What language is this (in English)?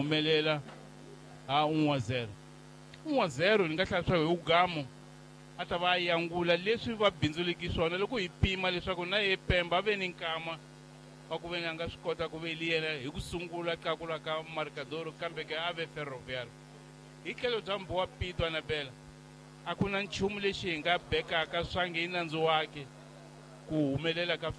Tsonga